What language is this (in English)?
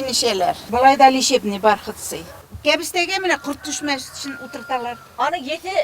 Bashkir